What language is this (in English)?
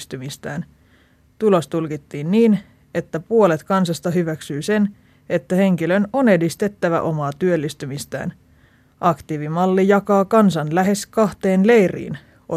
Finnish